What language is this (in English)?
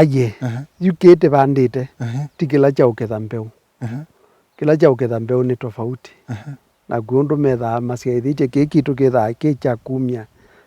Kamba